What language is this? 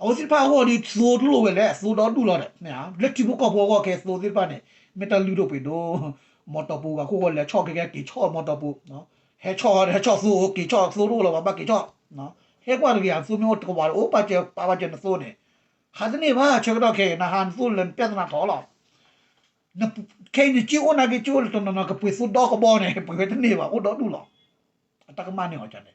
S'gaw Karen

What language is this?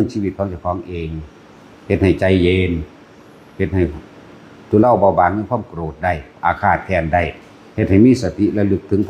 Northeastern Thai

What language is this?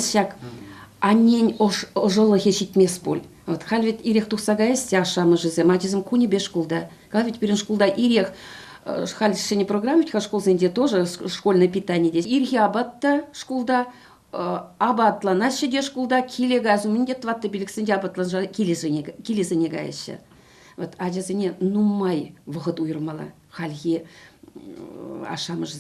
Chuvash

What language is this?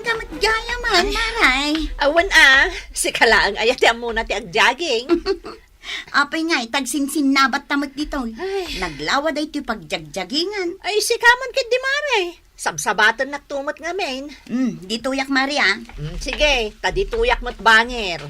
Iloko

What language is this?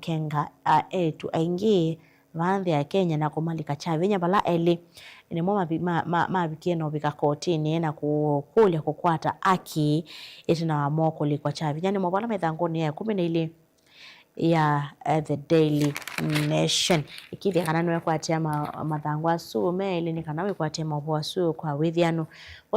Kamba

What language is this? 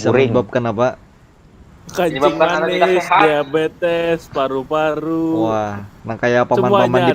Banjar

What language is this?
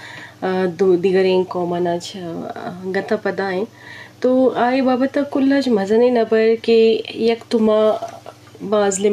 Eastern Balochi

